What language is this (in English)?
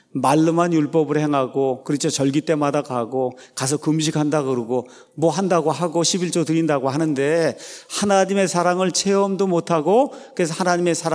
Korean